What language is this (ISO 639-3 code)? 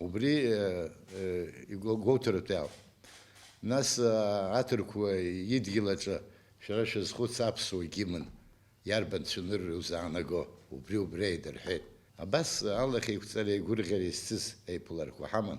abk